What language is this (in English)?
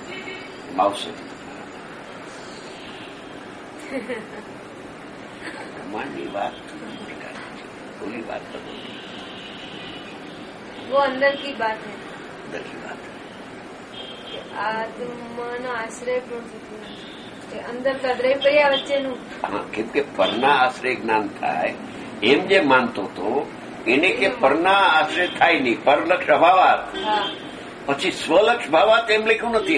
Gujarati